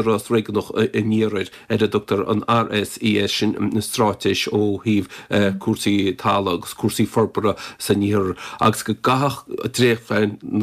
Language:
Irish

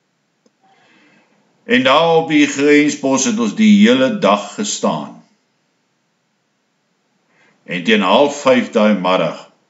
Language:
Afrikaans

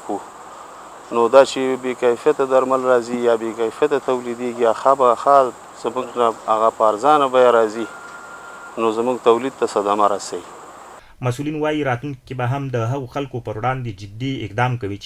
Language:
Pashto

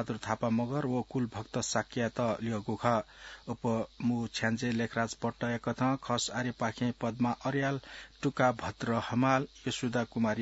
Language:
Newari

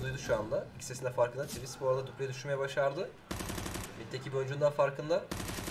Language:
Turkish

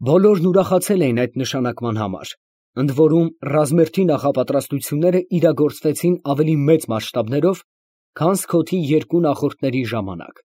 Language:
Armenian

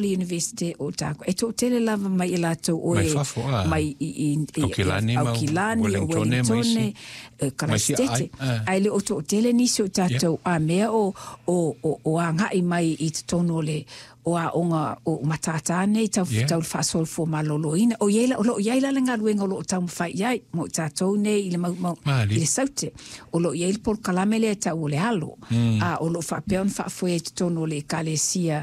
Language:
Samoan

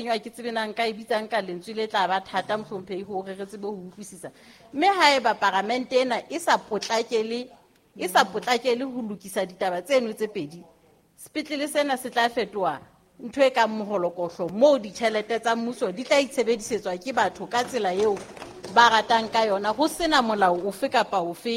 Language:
Southern Sotho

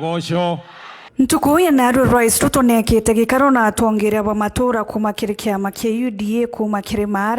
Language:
Meru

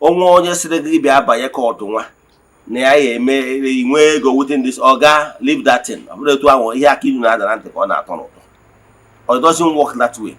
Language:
Igbo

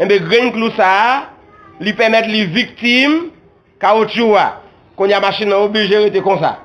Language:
Haitian Creole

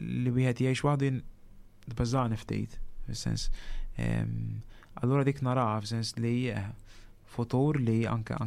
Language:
Maltese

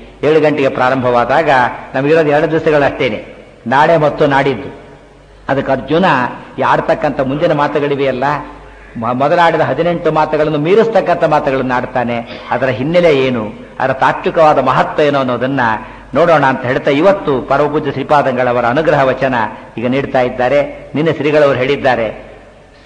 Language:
Kannada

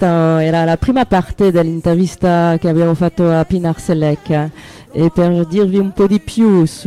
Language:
Italian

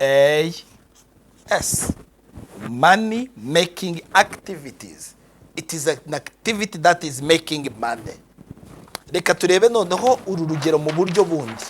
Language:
Kinyarwanda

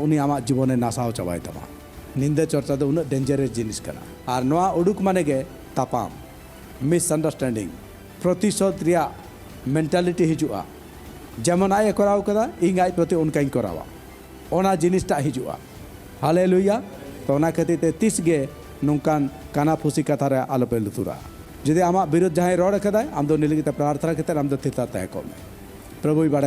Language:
Santali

